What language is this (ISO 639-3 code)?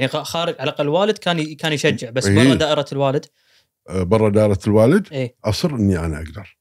afb